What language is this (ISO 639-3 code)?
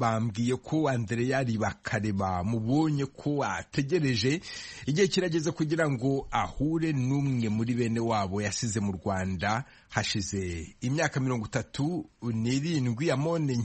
kin